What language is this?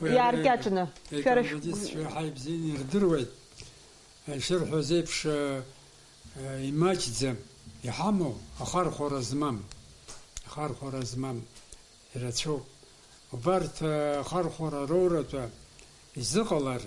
Abkhazian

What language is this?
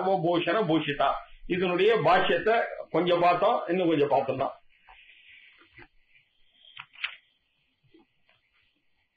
Tamil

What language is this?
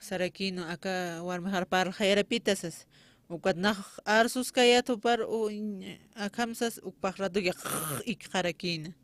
Aymara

